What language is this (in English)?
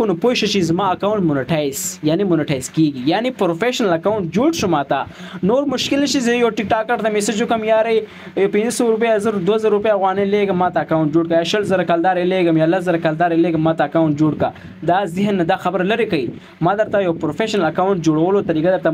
Pashto